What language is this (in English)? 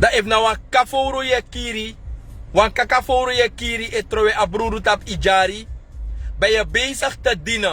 Sranan Tongo